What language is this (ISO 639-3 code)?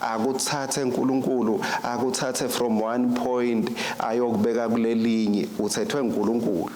ssw